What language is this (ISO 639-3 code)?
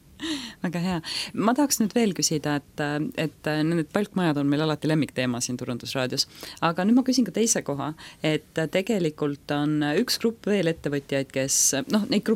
est